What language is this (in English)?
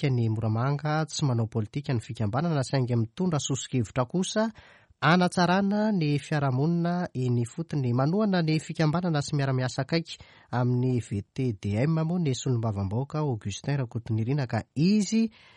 Malagasy